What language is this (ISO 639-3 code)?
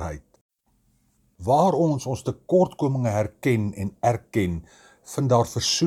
afr